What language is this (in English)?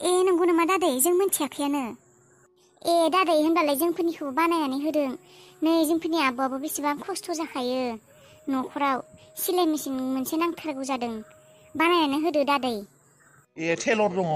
Bodo